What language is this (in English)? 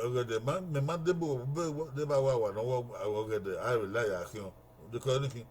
Bini